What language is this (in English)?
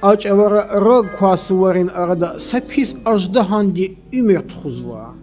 Lezghian